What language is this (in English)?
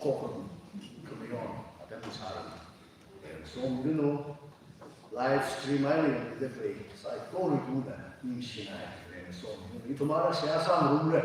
Tangkhul Naga (India)